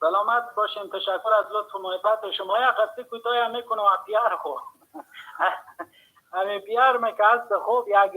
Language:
Persian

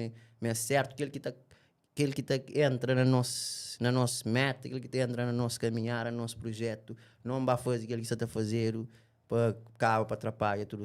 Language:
Kabuverdianu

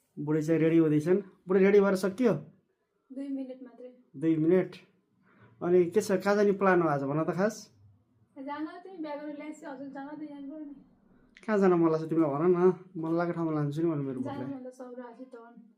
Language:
Nepali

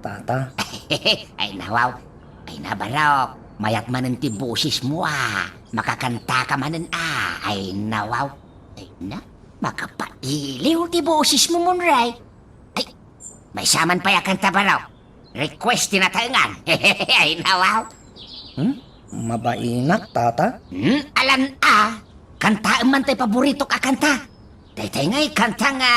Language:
Iloko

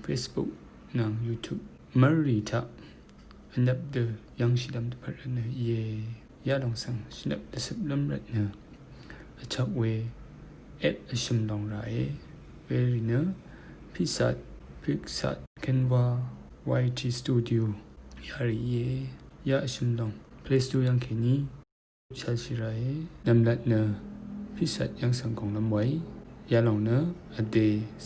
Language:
Rawang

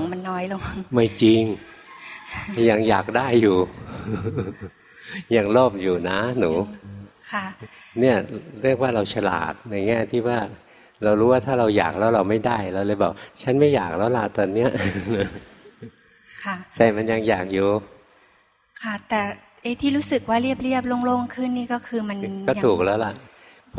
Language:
Thai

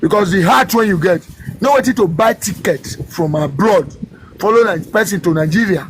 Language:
Nigerian Pidgin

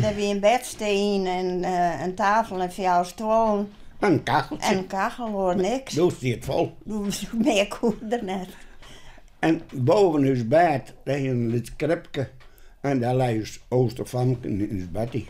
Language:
Western Frisian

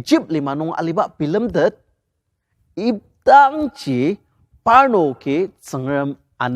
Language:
Ao Naga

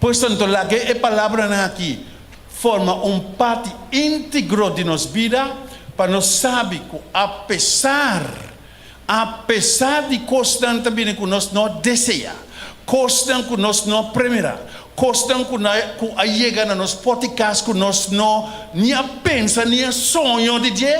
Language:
Papiamento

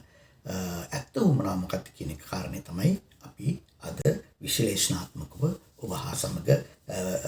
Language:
Sinhala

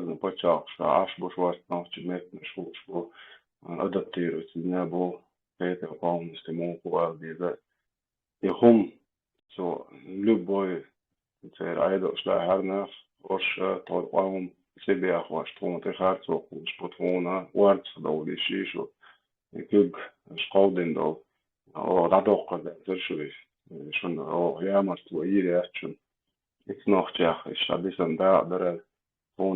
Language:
Chechen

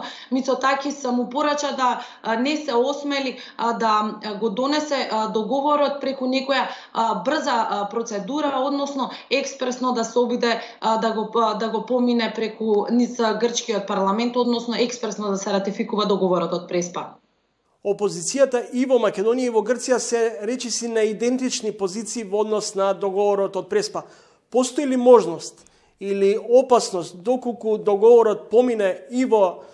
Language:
Macedonian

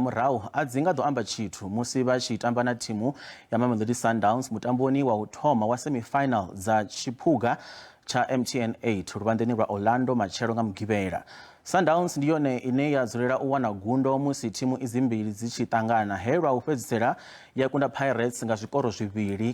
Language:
Venda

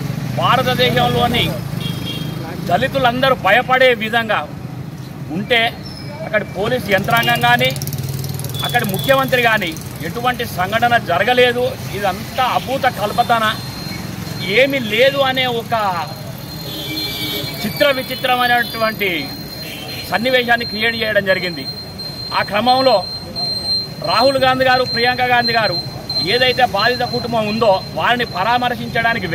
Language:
Telugu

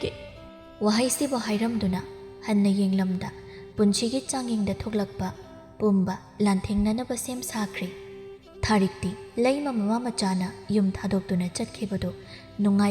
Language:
Manipuri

